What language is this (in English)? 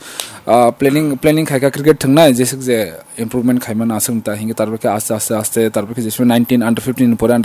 Kok Borok